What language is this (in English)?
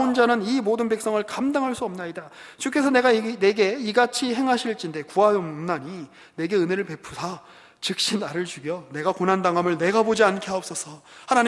Korean